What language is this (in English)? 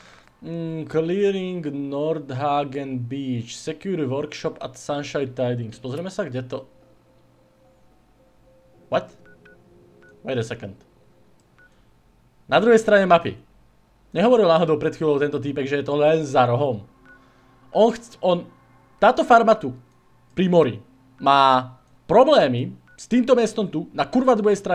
Slovak